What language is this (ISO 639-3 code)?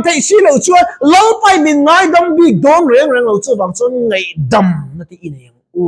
lus